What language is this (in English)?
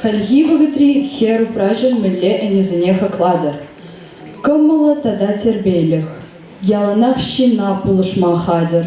Chuvash